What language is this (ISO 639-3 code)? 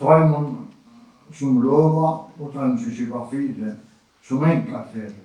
fao